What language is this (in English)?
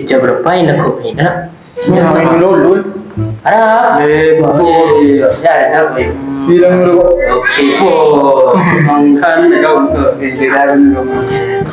Madurese